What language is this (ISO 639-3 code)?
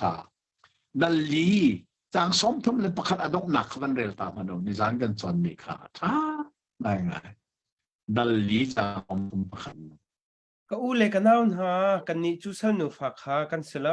cnh